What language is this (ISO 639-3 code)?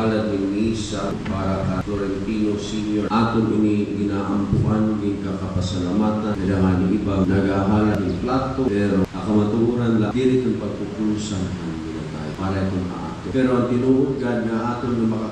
war